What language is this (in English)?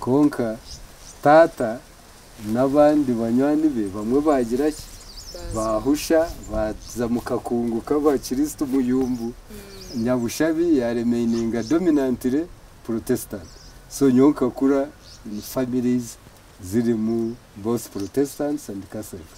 Nyankole